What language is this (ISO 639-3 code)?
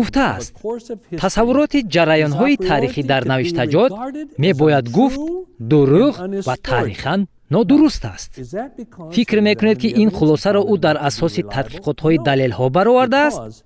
tgk